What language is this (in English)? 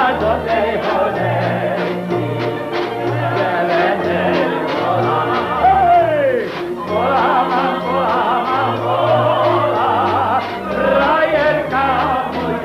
Slovak